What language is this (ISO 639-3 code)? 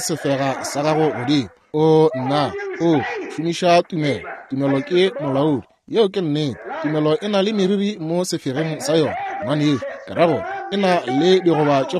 nso